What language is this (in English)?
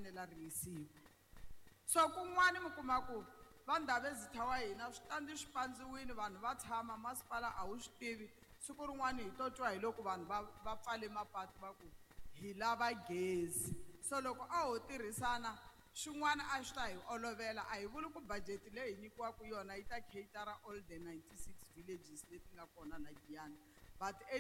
Tsonga